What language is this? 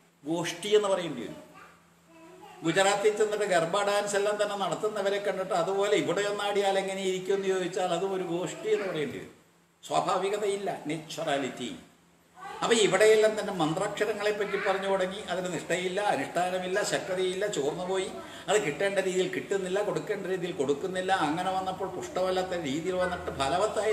Malayalam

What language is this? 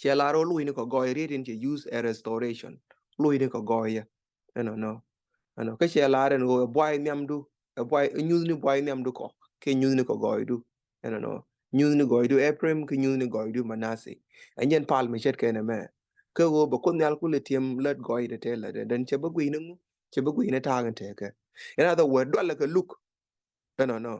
Nuer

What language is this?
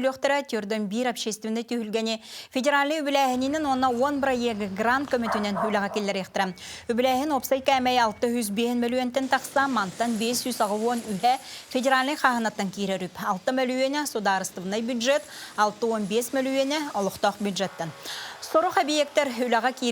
Yakut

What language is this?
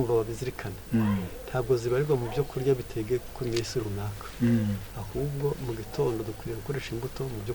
Kinyarwanda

